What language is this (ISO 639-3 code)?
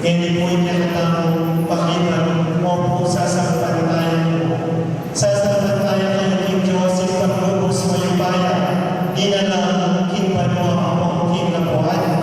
pam